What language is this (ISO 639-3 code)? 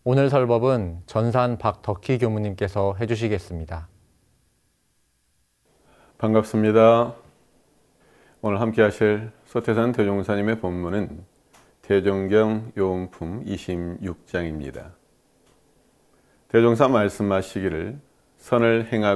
kor